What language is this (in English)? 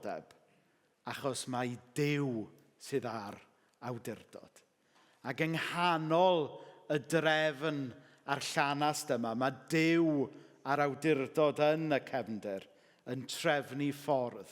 Welsh